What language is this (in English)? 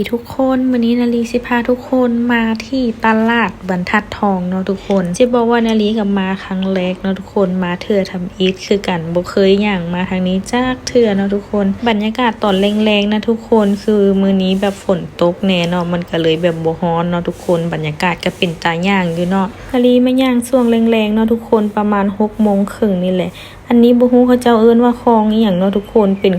Lao